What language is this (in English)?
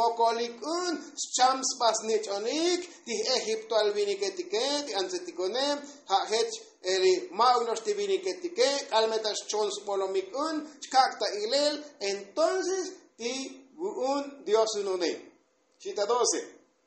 Tzotzil